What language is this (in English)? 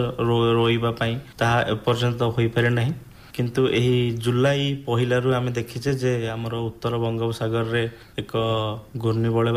Odia